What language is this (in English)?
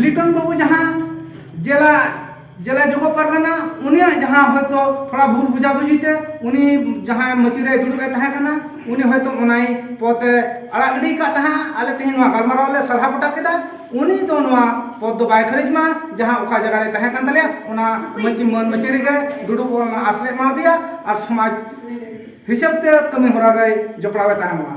Santali